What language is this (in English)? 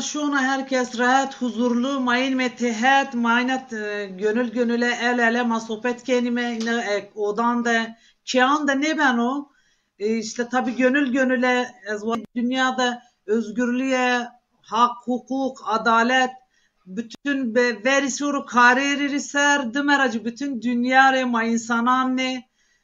Zaza